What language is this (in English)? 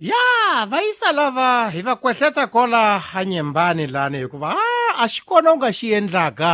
Tsonga